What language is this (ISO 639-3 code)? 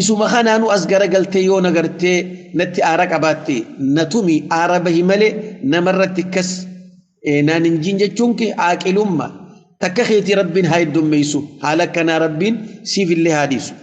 orm